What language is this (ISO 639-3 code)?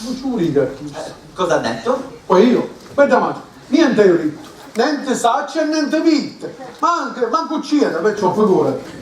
scn